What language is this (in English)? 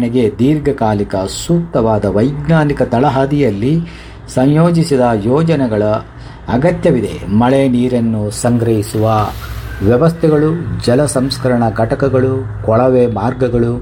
Kannada